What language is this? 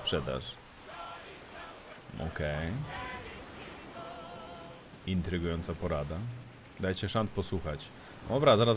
Polish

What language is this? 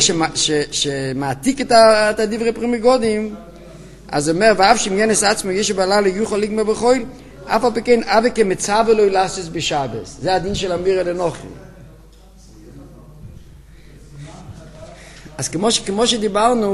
Hebrew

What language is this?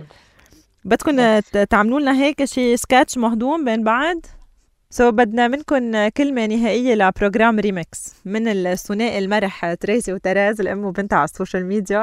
North Levantine Arabic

